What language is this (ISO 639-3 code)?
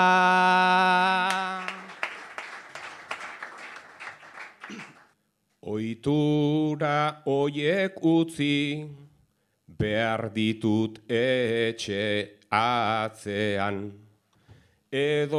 eus